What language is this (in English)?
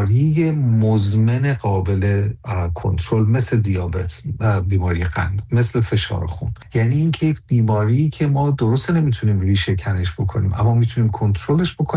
Persian